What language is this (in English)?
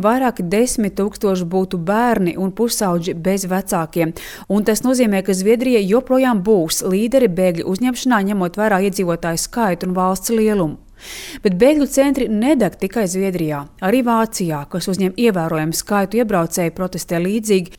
Latvian